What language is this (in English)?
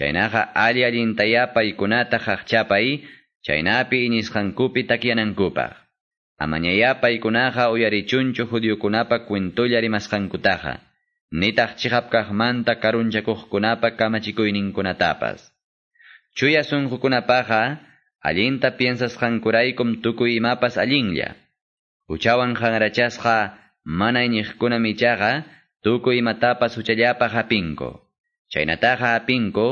Ayacucho Quechua